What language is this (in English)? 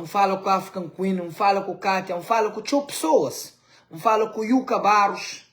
Kabuverdianu